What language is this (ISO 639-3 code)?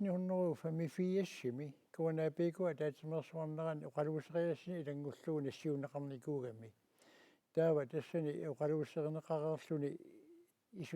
kal